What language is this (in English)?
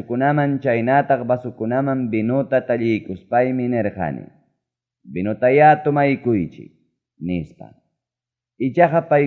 Ayacucho Quechua